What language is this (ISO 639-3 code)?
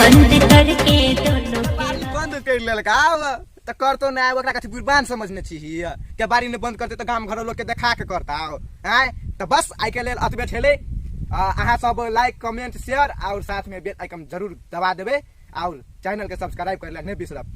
mai